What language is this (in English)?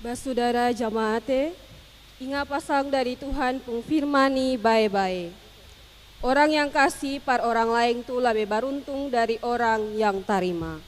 Ambonese Malay